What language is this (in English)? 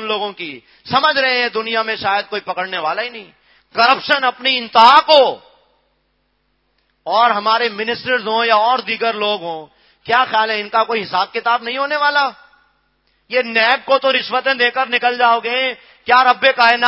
Urdu